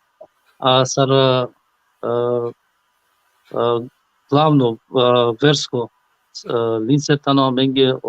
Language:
Balkan Romani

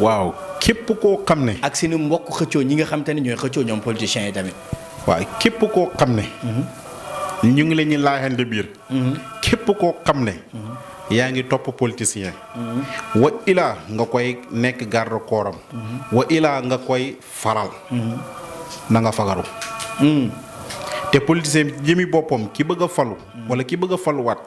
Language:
Wolof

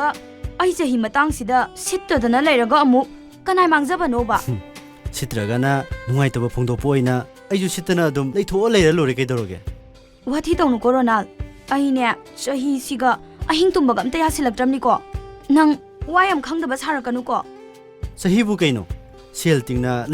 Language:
Manipuri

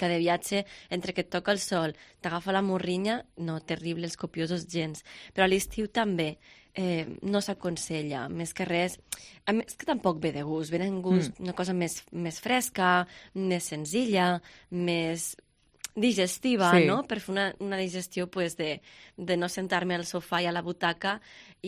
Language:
Catalan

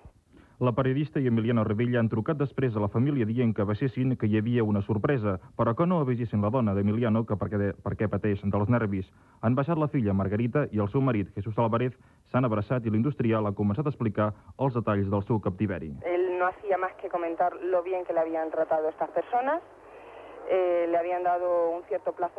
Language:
Catalan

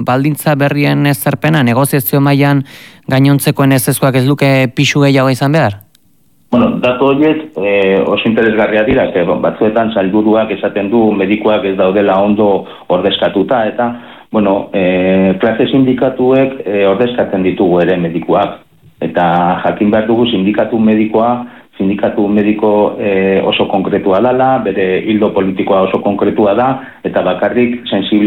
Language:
Basque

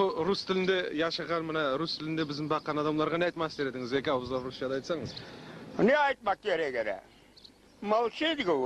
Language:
Crimean Tatar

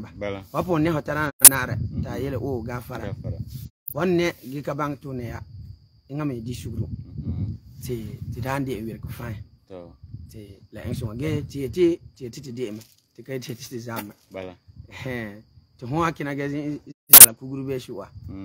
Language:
Frafra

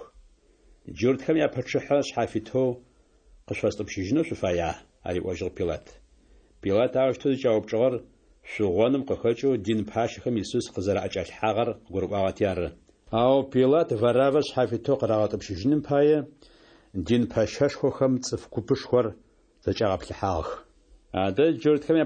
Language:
Adyghe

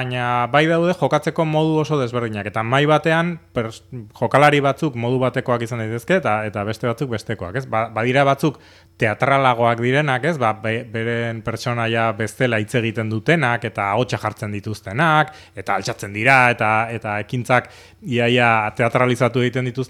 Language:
Basque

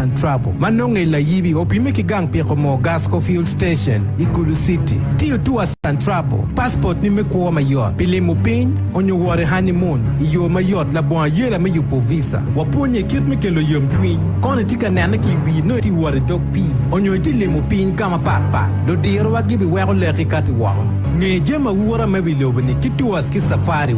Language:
Acoli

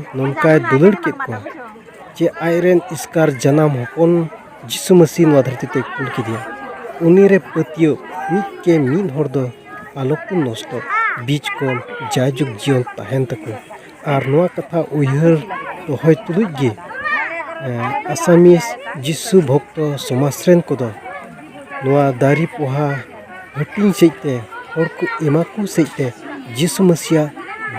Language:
Santali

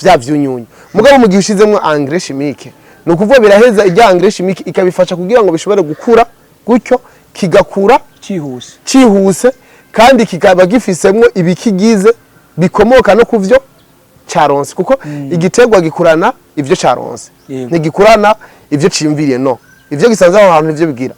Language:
Rundi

